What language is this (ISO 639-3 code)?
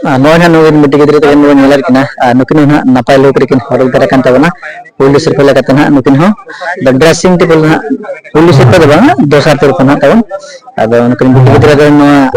sat